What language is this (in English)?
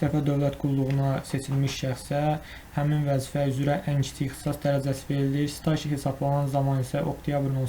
Azerbaijani